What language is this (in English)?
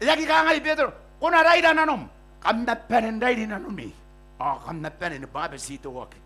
Gilbertese